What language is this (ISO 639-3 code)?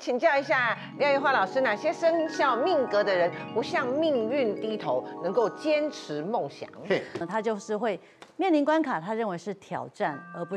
zho